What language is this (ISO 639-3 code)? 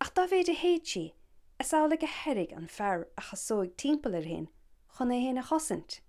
gle